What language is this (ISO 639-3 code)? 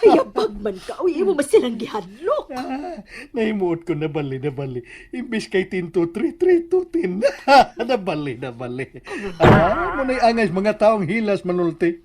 ceb